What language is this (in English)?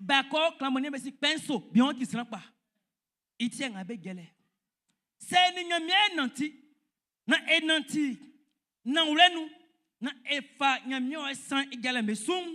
Baoulé